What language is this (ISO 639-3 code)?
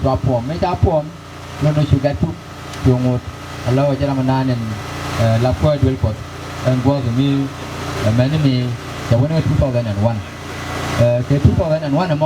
nus